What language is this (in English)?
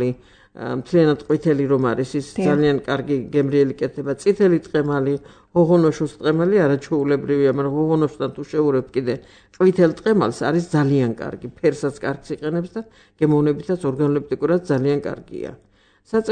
Georgian